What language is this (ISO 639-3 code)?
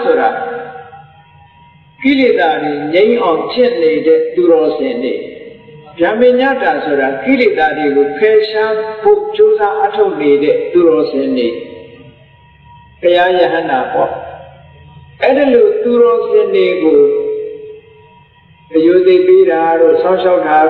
mya